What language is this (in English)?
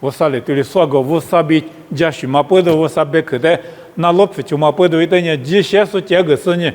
Lisu